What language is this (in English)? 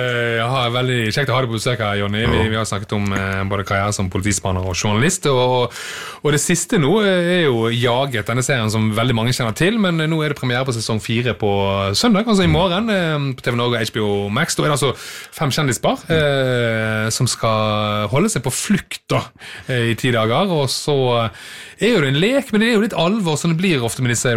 Norwegian